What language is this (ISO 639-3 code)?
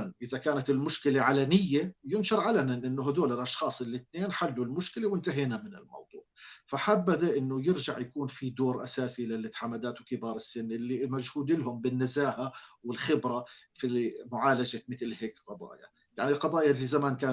apc